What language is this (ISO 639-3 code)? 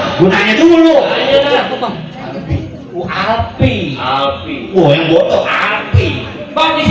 bew